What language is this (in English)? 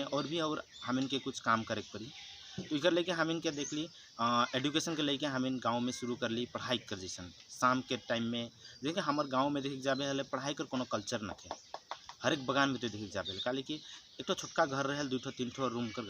Sadri